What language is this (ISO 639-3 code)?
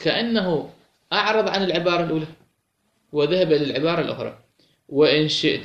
acm